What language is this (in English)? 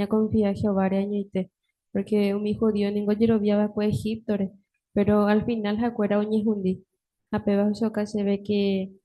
Guarani